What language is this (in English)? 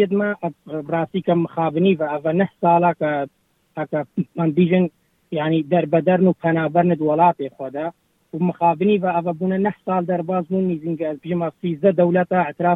Kurdish